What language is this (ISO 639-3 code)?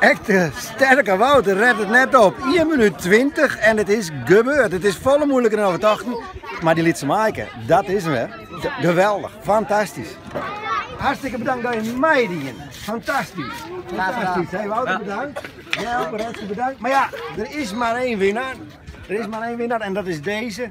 fry